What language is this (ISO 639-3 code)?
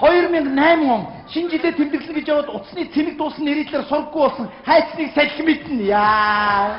mon